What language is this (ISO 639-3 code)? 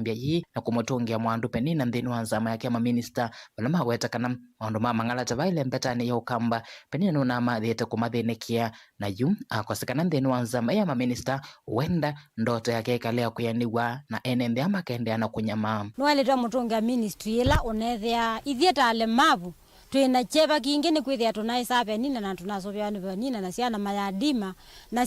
kam